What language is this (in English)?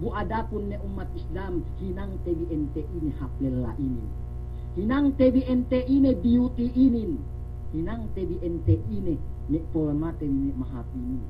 Yakan